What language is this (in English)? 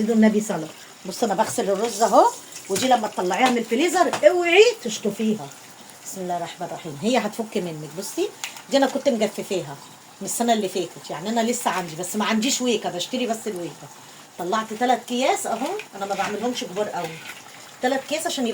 Egyptian Arabic